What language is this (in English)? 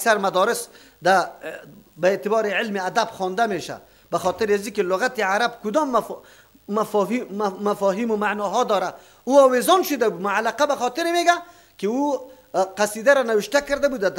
Persian